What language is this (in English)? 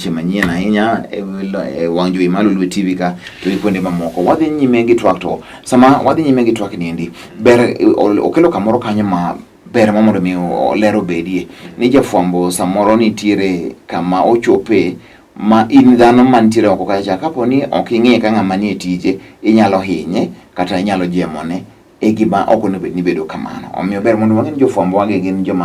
Luo (Kenya and Tanzania)